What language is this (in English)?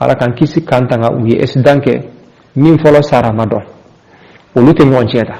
Bambara